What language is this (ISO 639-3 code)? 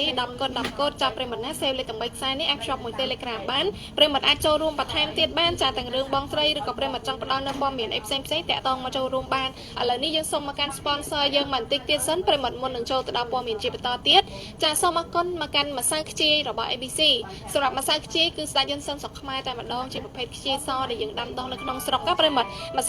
khm